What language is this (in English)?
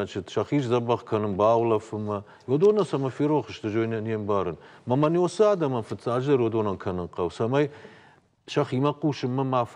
Ossetic